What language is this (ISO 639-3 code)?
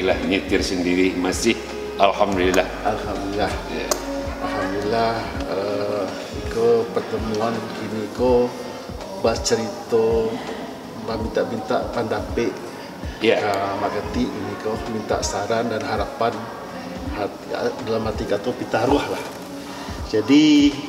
min